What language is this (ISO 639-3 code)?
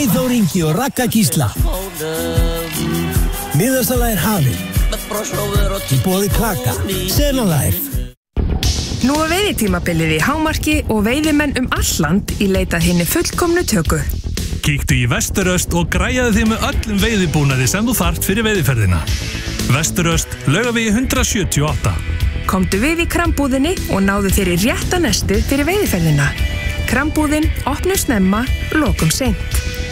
isl